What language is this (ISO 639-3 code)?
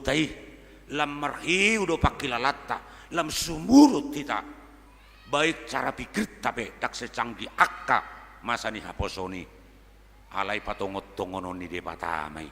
bbc